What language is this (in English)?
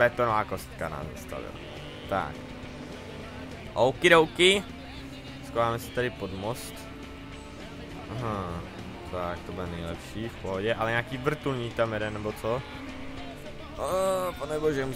Czech